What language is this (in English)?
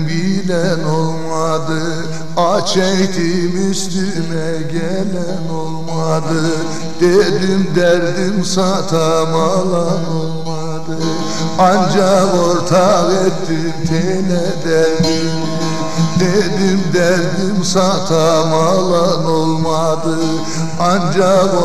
Turkish